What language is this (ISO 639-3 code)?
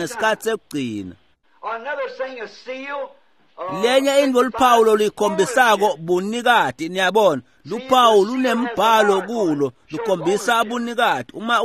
ssw